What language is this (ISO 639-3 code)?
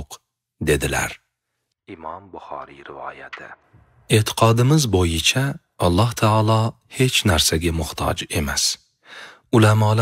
uzb